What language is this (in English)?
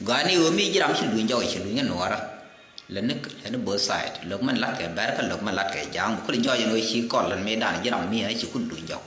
Nuer